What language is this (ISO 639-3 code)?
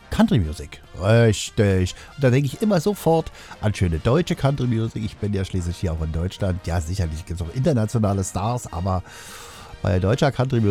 deu